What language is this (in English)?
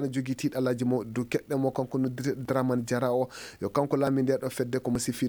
Maasina Fulfulde